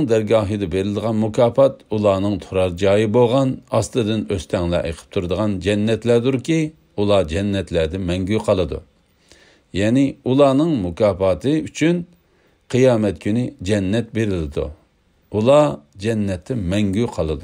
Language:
Uyghur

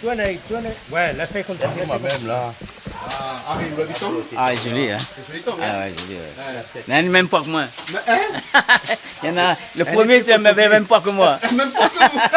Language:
Réunion Creole French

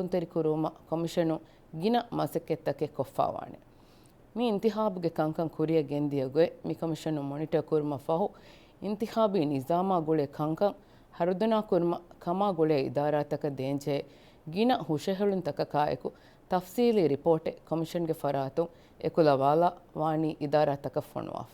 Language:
Divehi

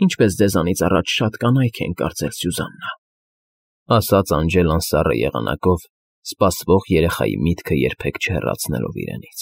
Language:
Armenian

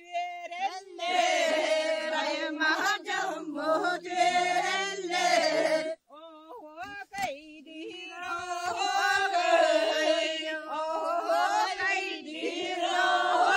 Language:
Yakut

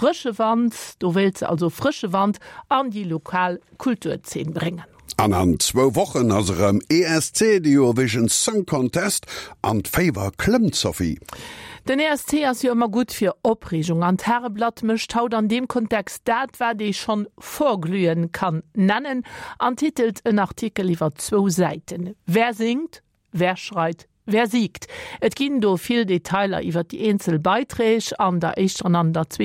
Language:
Luxembourgish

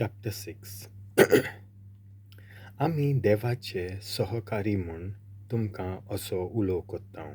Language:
Konkani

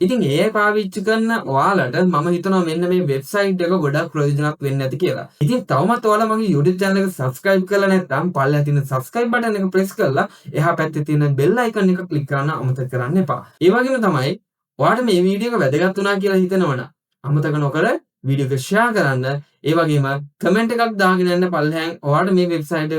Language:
Sinhala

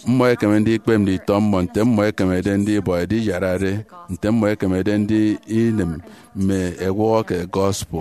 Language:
Efik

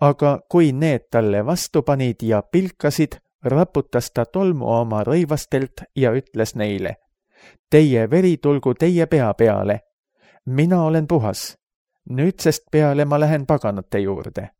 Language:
Estonian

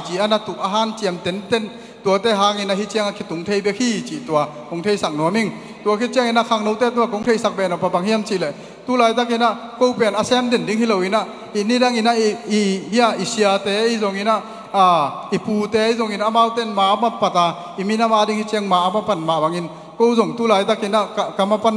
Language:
Tedim Chin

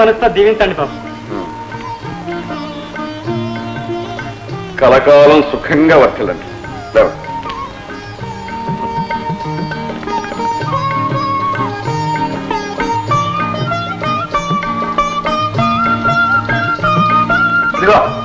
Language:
Telugu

